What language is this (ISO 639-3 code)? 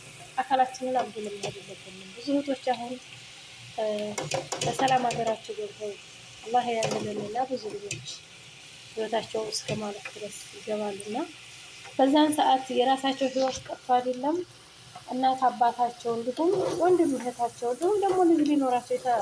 amh